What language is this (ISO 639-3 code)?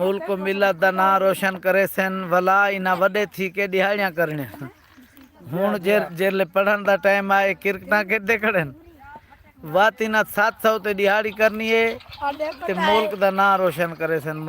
skr